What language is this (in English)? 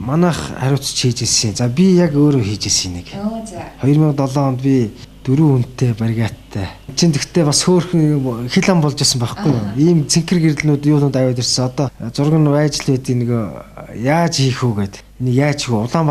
Mongolian